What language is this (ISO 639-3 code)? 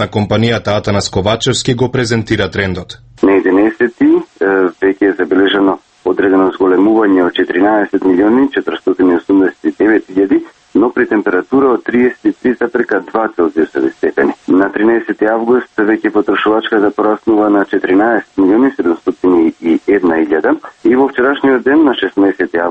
mkd